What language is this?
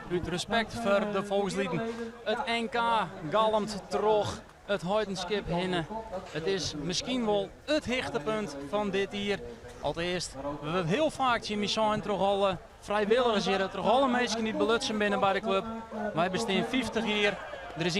Western Frisian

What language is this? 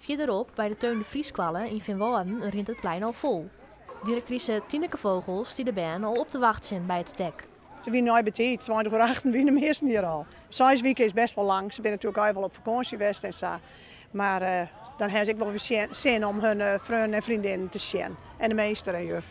Western Frisian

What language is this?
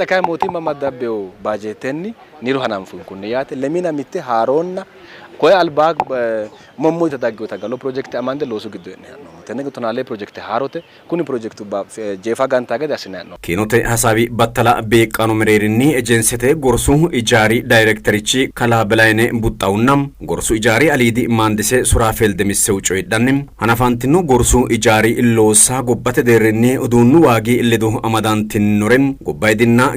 Sidamo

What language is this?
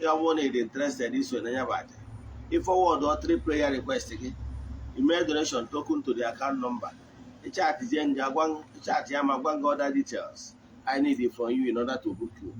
Igbo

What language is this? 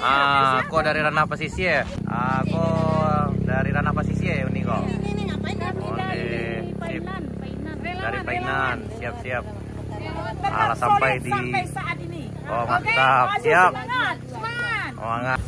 Minangkabau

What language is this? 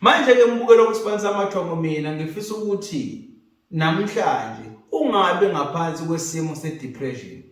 Zulu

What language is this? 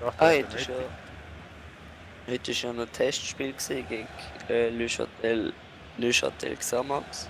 Swiss German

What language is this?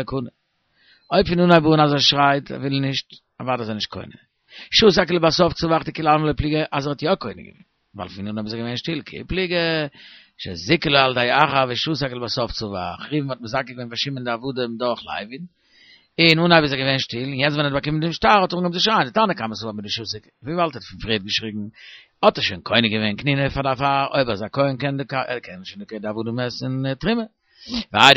Yiddish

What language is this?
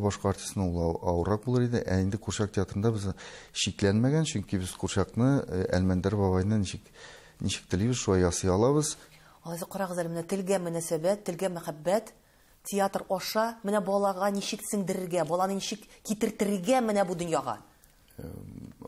Tatar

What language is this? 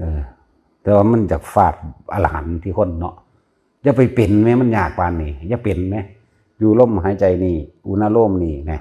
Northeastern Thai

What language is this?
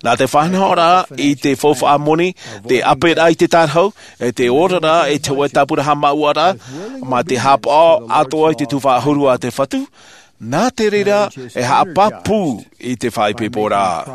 Tahitian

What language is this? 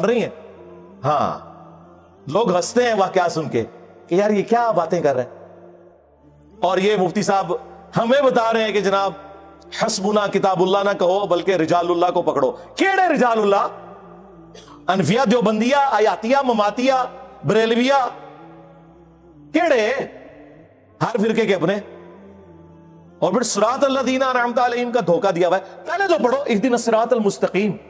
Urdu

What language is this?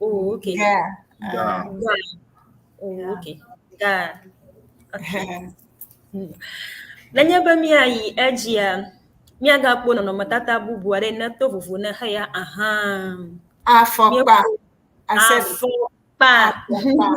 Ewe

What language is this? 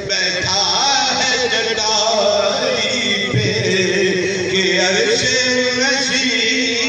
Saraiki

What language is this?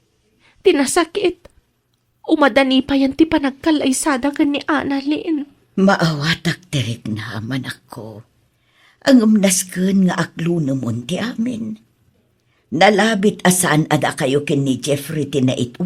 Iloko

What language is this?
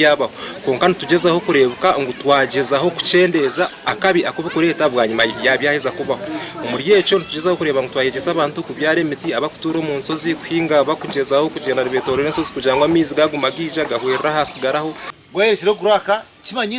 Nyankole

